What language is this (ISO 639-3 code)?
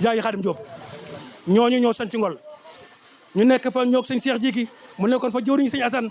wol